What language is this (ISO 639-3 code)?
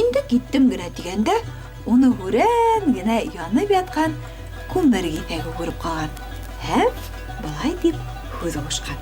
bak